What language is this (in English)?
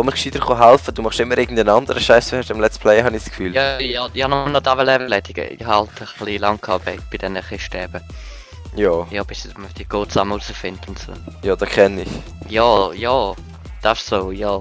Swiss German